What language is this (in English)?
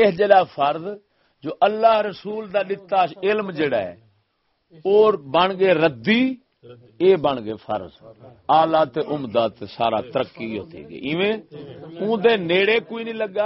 Saraiki